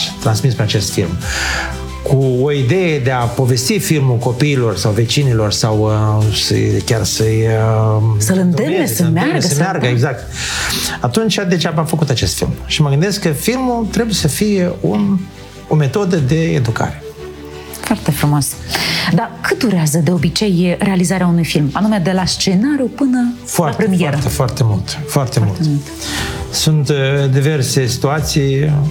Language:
Romanian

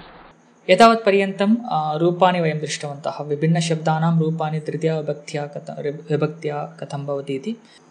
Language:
Sanskrit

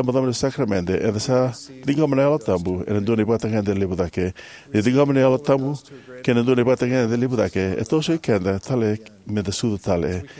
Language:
Fijian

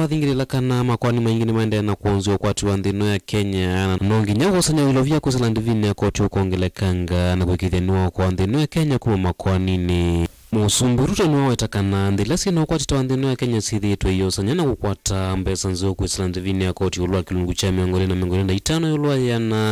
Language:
Kamba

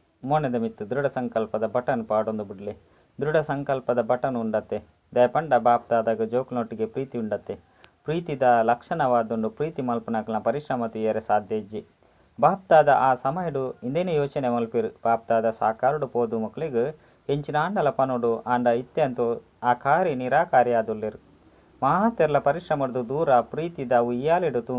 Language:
Tulu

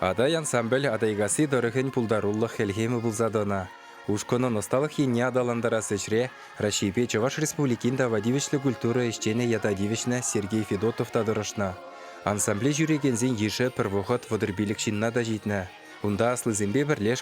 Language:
Chuvash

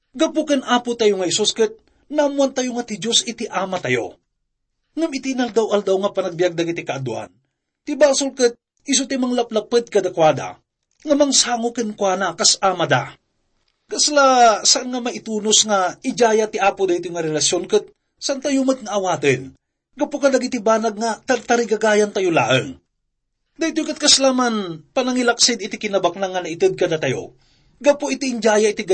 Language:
Iloko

